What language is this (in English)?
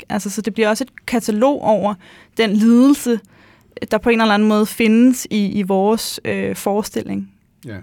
Danish